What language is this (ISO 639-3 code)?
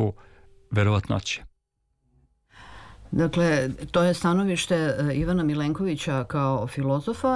srp